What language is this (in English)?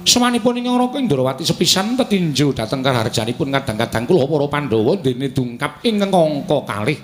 Javanese